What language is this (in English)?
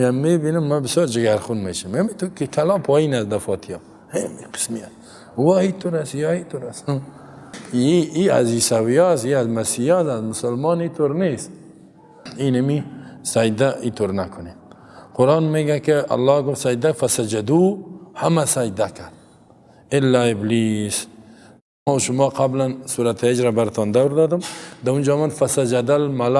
Persian